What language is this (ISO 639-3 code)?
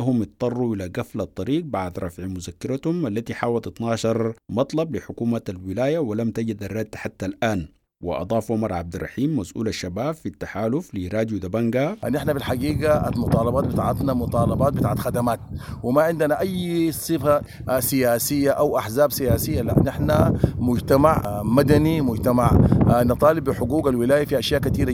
apd